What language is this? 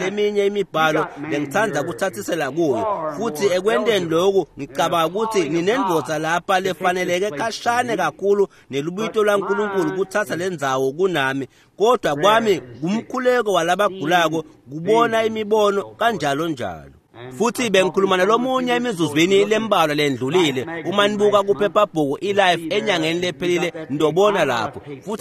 Swati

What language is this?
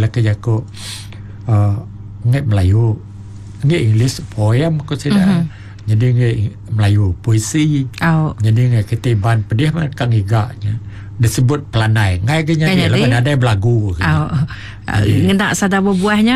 Iban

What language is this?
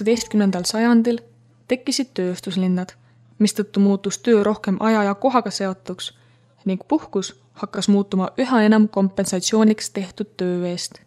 Estonian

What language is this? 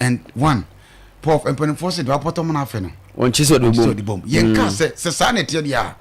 Akan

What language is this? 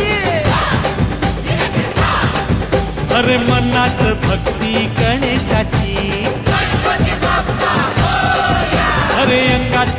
Marathi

